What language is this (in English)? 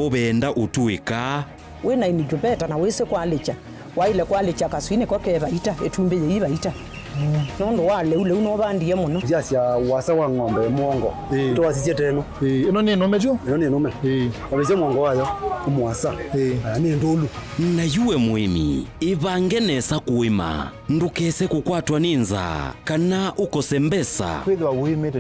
Kamba